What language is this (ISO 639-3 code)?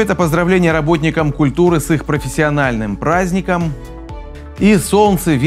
rus